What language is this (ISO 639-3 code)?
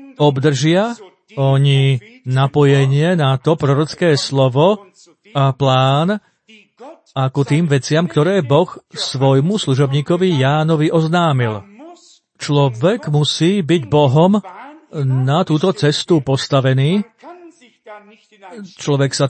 slk